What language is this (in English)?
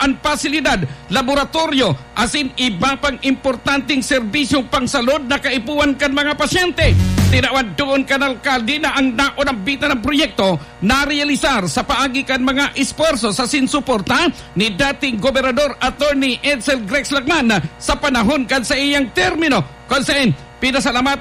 Bikol